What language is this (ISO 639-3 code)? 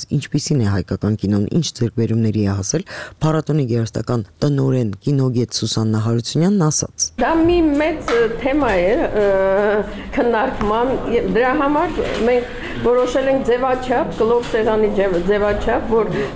hye